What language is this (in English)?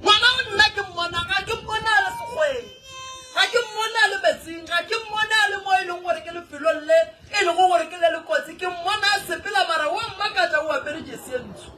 Northern Sotho